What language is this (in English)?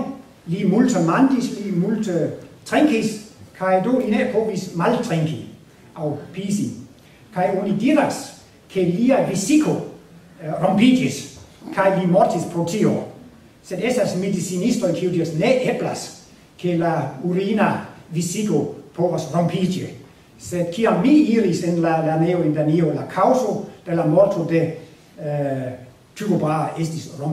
Esperanto